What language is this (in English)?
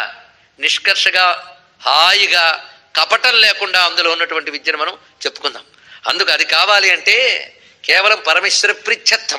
Telugu